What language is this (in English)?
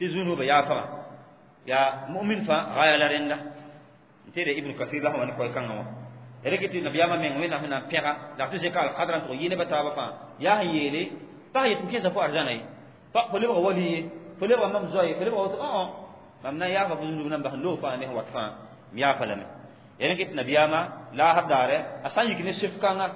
Mossi